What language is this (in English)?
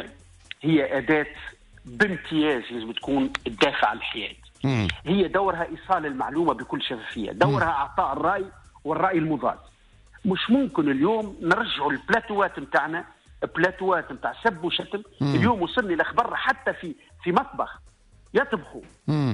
Tunisian Arabic